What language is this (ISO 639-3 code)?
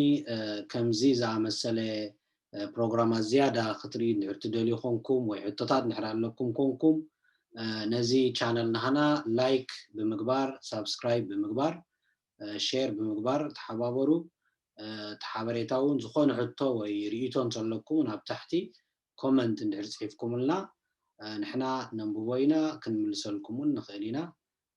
tir